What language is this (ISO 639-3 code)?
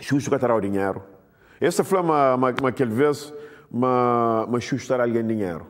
kea